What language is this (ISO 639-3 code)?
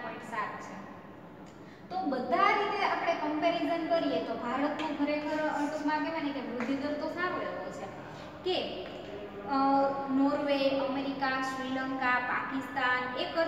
guj